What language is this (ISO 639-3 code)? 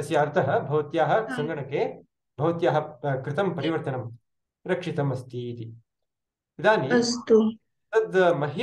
san